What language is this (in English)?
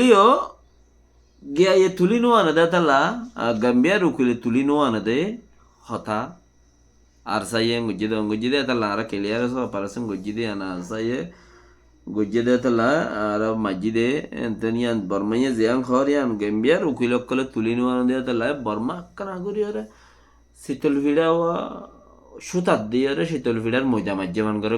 Rohingya